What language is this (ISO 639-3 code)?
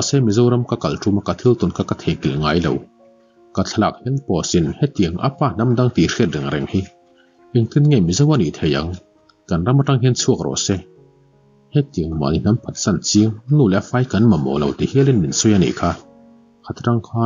lus